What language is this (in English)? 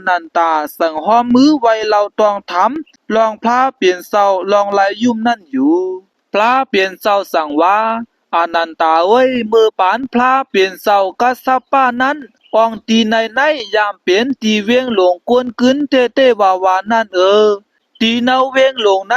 Shan